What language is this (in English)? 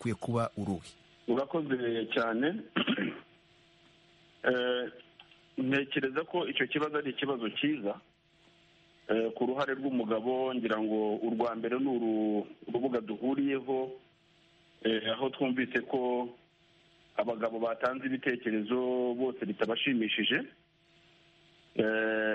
Kinyarwanda